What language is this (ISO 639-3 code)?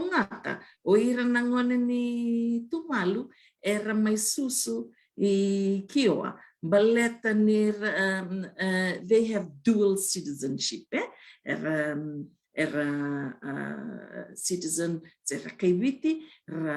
fij